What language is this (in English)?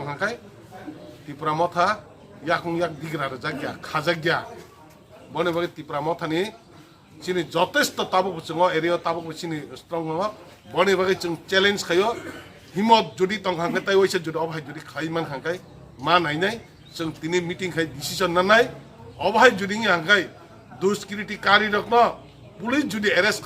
Kok Borok